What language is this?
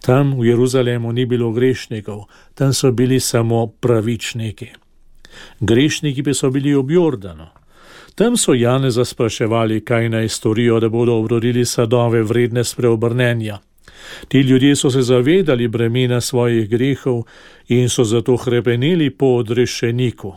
Slovenian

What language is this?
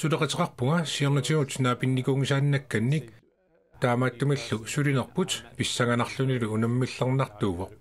Kalaallisut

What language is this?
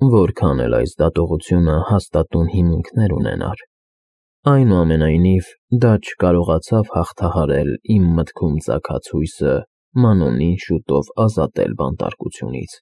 Armenian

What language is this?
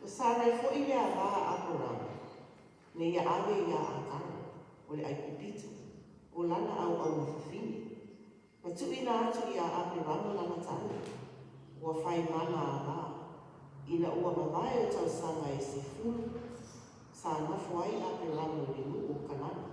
Samoan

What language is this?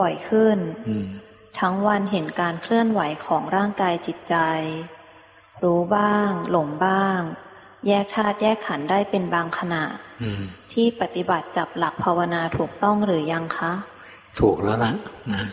Thai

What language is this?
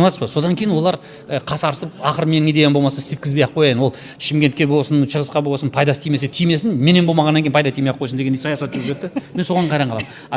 Kazakh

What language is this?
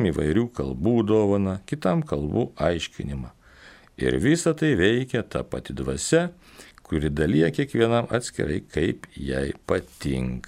Lithuanian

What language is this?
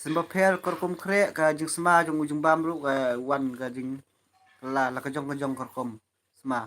Khasi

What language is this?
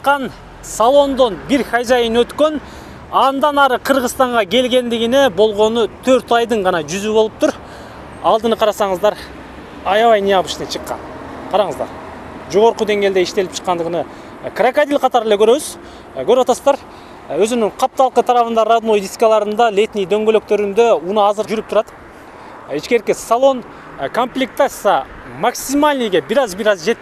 Kyrgyz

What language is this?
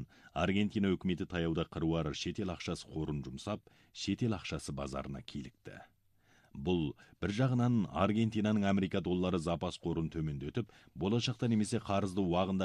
Kazakh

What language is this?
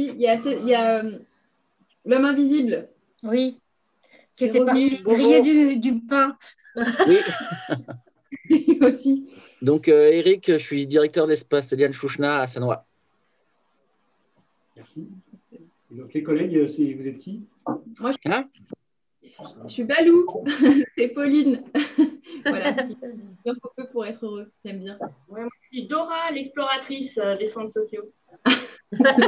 French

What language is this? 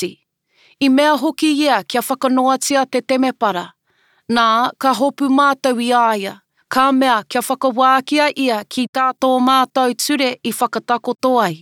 Māori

